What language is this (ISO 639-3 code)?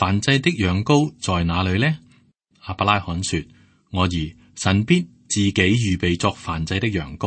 yue